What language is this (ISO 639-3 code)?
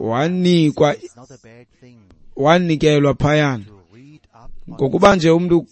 xho